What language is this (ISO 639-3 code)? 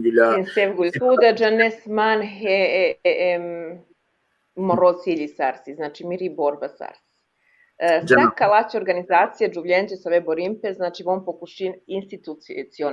rmn